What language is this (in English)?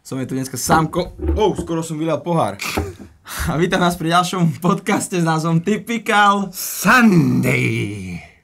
Slovak